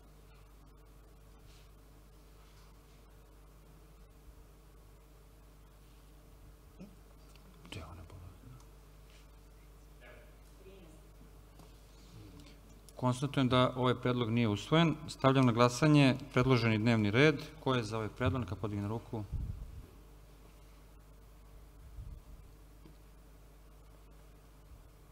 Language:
Serbian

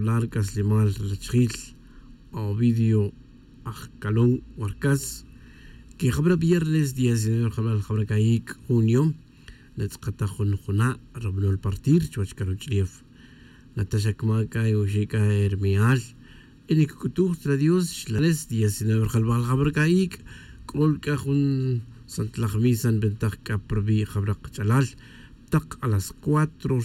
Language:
Tz'utujil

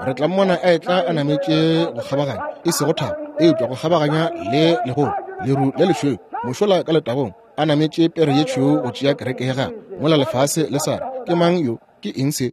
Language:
Northern Sotho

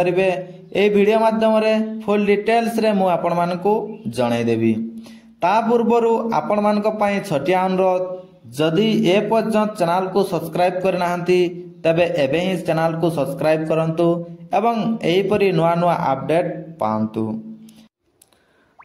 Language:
Odia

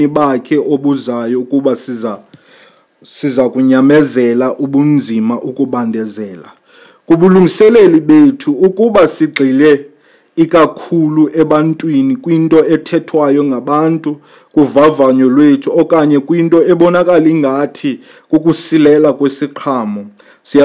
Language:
Xhosa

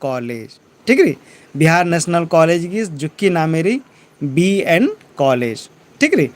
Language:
Kurukh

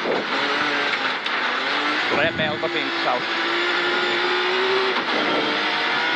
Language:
Finnish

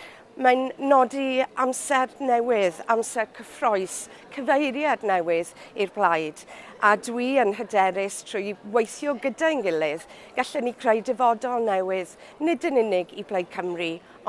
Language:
Welsh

